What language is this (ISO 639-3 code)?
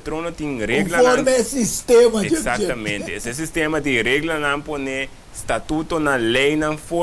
pap